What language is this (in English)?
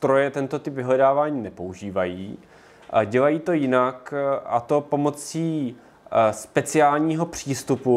Czech